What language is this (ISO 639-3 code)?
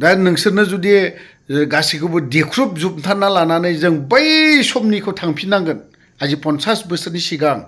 brx